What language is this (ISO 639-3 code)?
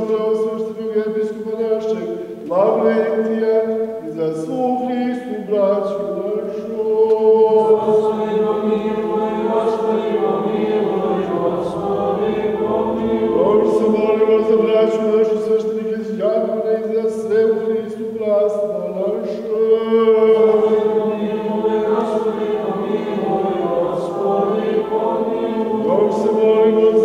srp